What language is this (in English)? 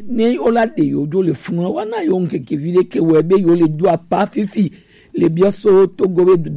Gen